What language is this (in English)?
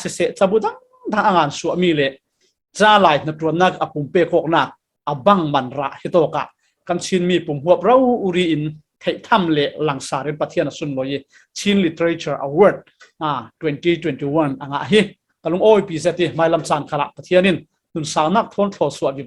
Falam Chin